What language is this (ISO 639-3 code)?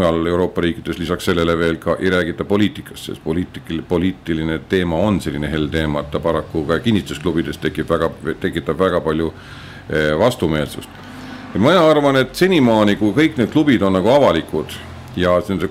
est